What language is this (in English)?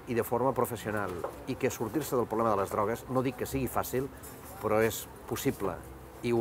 Catalan